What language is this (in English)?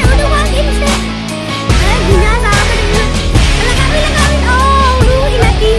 Santali